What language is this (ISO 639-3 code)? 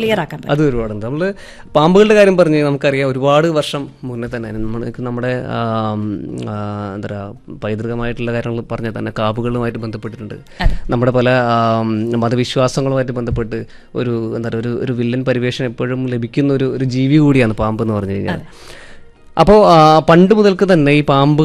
mal